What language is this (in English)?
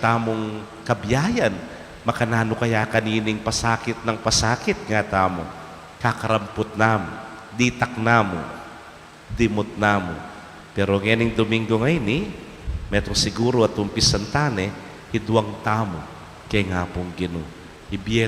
Pampanga